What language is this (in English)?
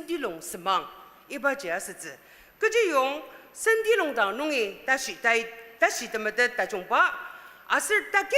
Ao Naga